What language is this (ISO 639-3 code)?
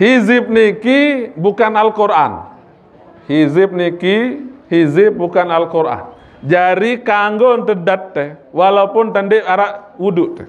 sas